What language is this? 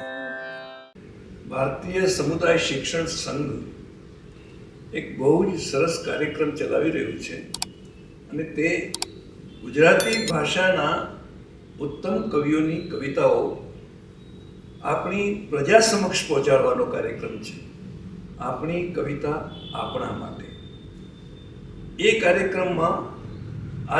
Gujarati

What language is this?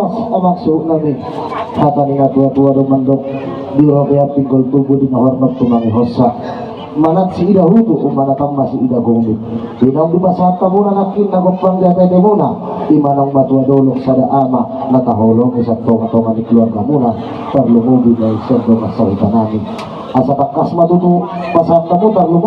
Batak Toba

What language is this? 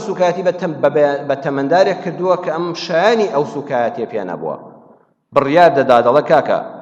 Central Kurdish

